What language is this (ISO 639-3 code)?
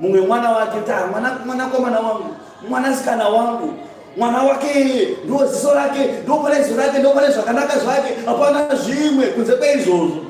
sna